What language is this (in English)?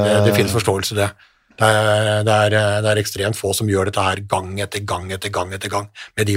Norwegian